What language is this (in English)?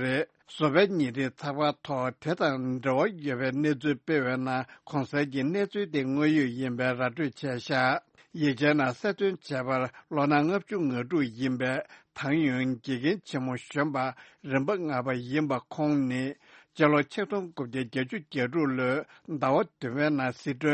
Tibetan